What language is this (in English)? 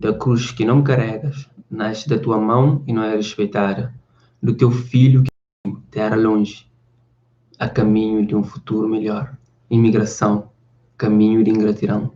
Kabuverdianu